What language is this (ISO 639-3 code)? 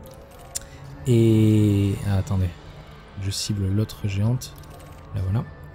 fra